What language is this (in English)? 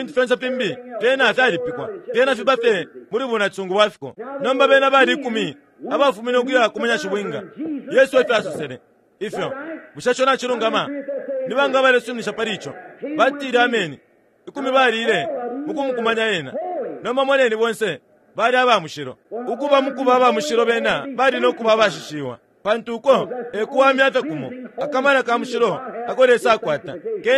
Bemba